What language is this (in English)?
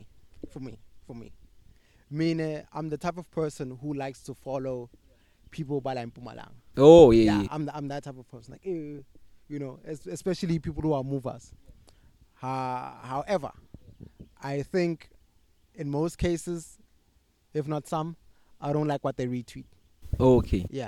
English